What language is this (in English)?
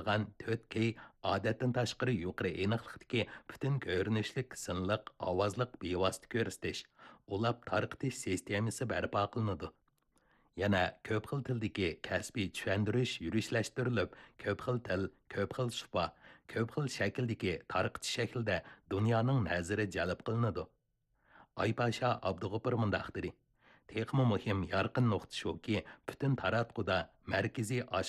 Uyghur